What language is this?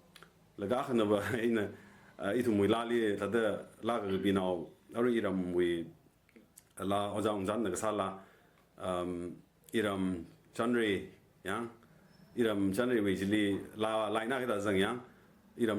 Tangkhul Naga (India)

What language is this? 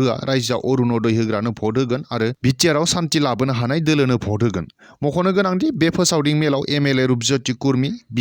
Bodo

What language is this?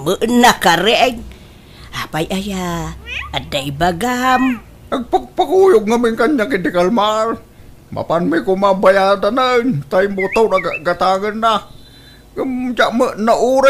Iloko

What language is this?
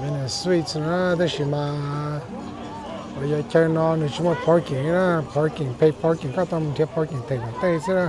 Hmong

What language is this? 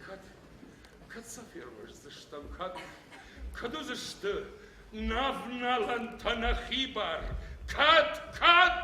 Ossetic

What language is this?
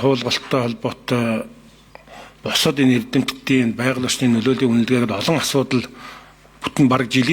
Mongolian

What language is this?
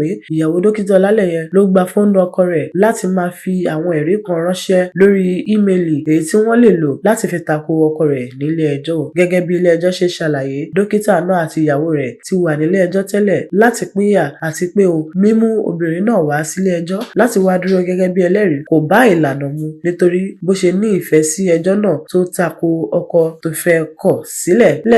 Yoruba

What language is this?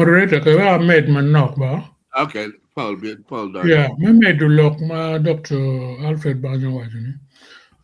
Acoli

